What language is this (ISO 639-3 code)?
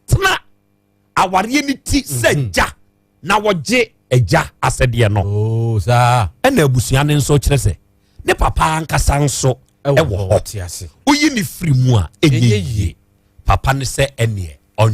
aka